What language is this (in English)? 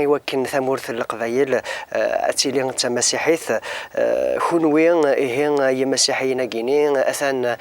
Kabyle